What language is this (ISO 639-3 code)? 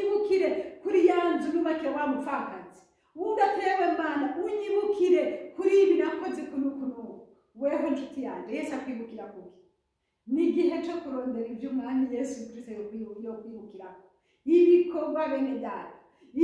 run